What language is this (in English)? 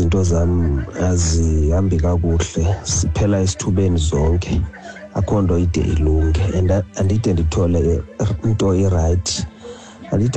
Xhosa